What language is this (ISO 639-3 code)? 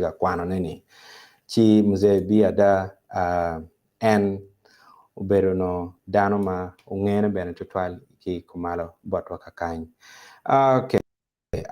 ach